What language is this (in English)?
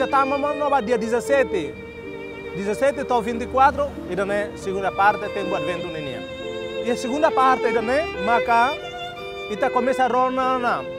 Tetum